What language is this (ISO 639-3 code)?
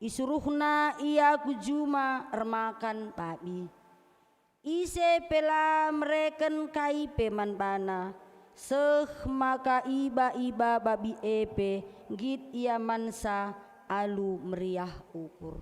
btx